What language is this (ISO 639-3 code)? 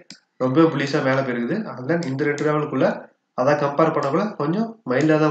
tam